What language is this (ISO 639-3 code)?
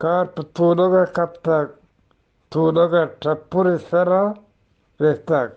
bgp